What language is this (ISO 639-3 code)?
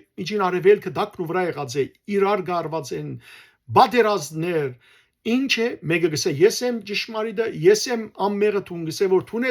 hyw